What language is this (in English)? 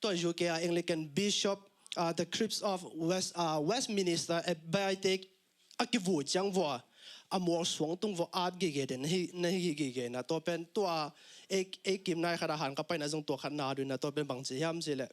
Tedim Chin